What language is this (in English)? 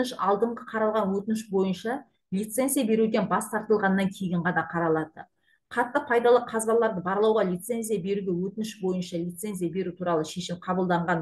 Kazakh